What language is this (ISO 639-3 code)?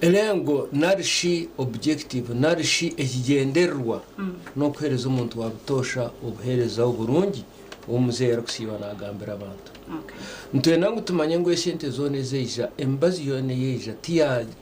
nyn